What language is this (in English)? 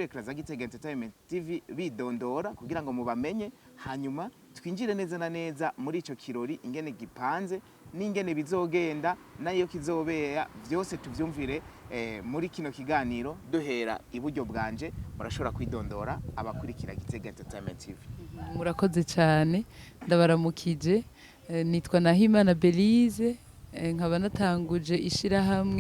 Rundi